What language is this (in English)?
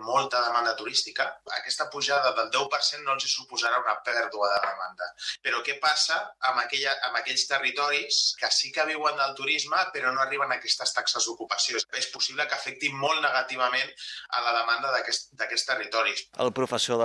Catalan